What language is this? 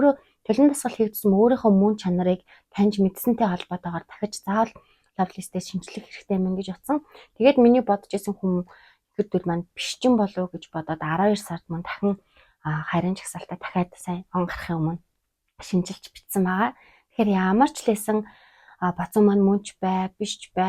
Mongolian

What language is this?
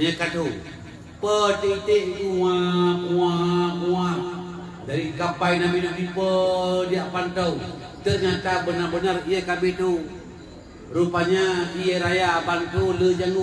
Achinese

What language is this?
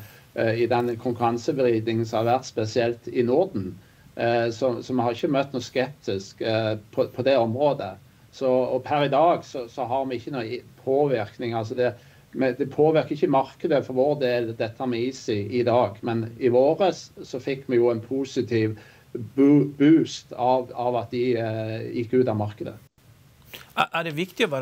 Norwegian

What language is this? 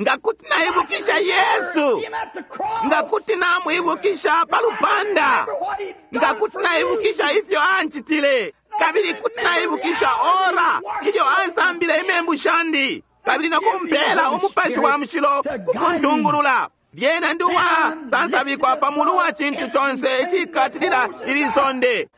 Bemba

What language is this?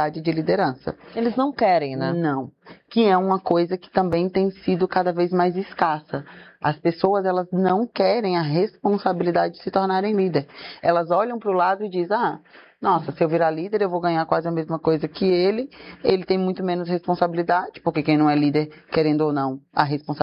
Portuguese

